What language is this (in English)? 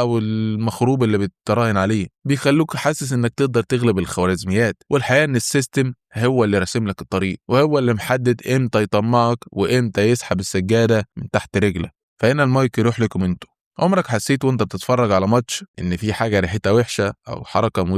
Egyptian Arabic